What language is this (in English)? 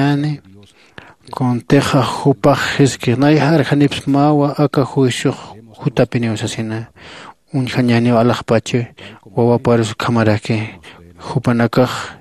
Aymara